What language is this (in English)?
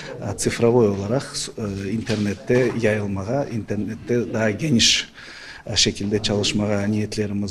Crimean Tatar